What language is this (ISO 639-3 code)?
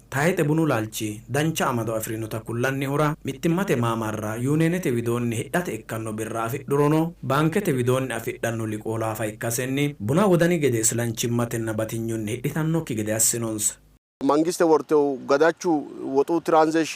sid